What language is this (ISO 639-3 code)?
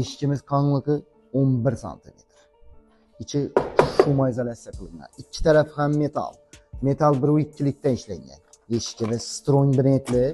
uzb